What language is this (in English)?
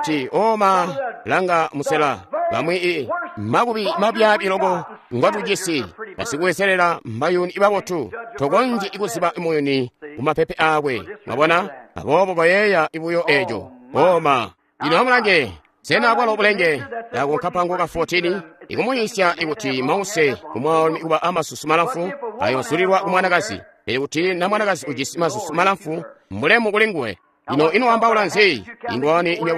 Tonga (Zambia)